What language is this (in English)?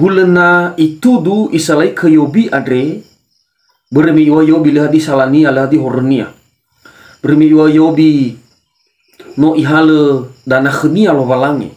Nias